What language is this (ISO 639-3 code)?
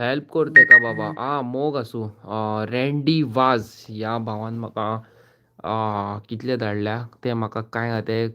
kok